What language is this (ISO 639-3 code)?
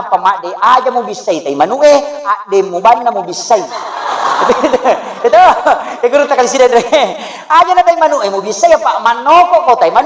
bug